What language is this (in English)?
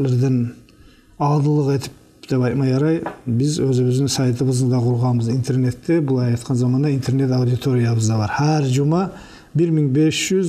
Kumyk